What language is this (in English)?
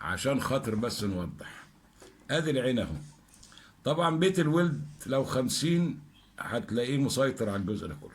Egyptian Arabic